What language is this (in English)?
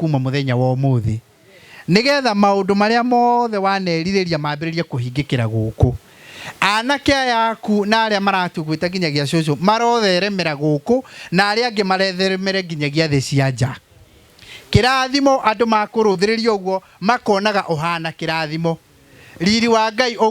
Kikuyu